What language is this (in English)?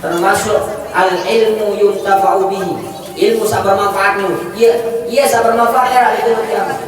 Sasak